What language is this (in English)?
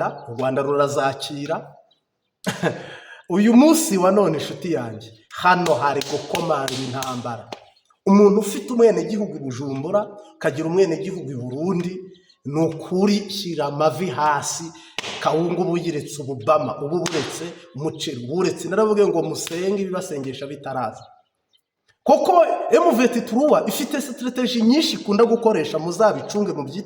Kinyarwanda